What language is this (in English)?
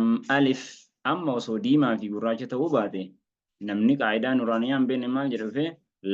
Oromo